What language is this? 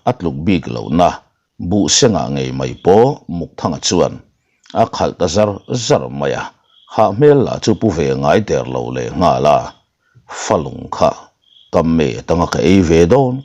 Mizo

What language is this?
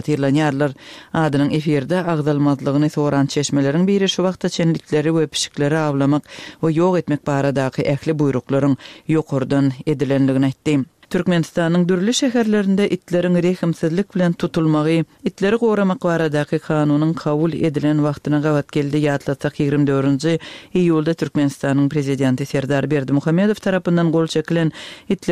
Turkmen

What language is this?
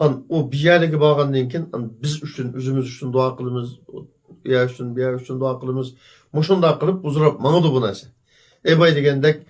Uyghur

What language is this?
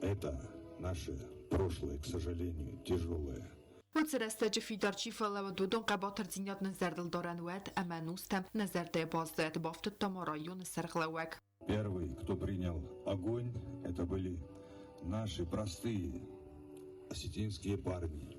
Ossetic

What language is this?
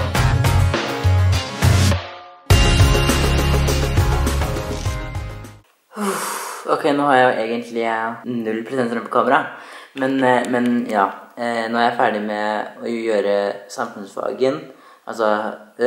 Norwegian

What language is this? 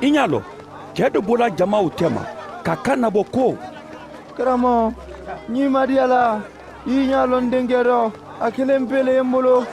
Mandingo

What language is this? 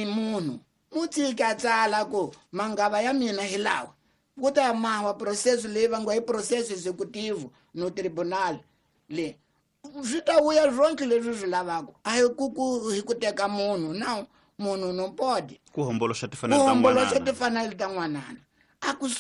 Tsonga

